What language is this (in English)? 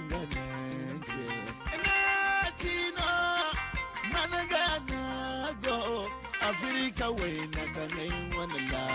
Zarma